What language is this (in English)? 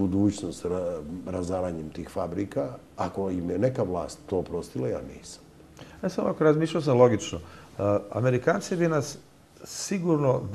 Serbian